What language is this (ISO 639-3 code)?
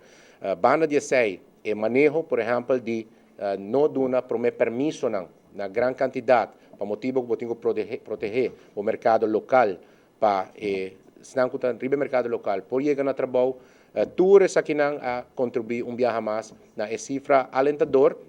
pap